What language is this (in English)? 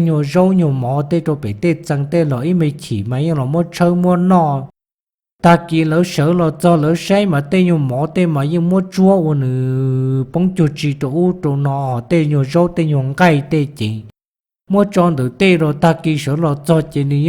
Hmong